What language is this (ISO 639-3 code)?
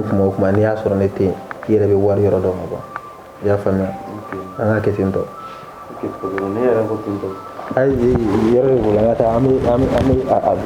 bam